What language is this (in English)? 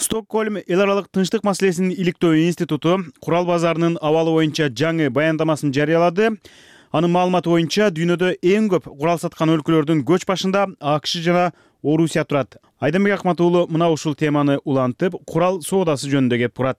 Kyrgyz